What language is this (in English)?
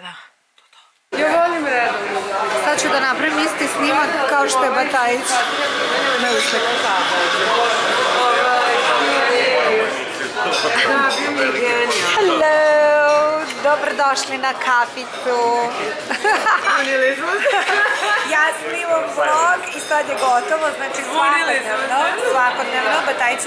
Serbian